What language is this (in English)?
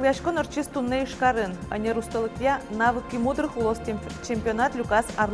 Udmurt